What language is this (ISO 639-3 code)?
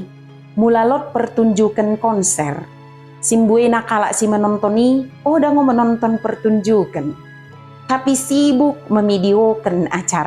btd